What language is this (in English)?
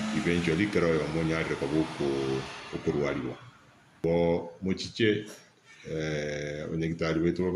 Gusii